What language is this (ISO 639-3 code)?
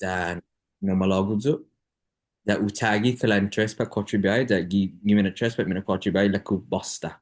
cha